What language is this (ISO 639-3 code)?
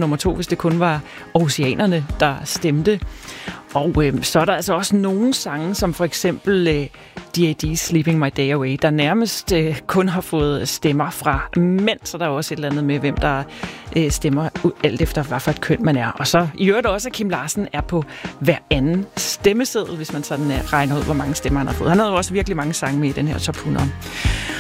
dan